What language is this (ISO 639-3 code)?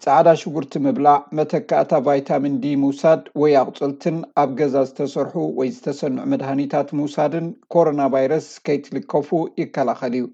tir